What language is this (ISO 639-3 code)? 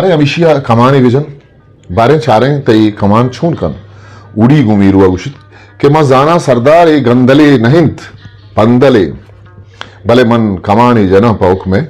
bgp